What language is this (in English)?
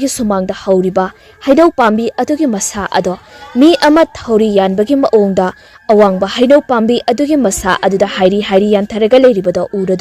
Manipuri